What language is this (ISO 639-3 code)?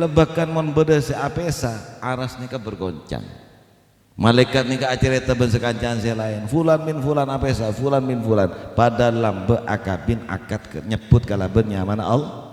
mad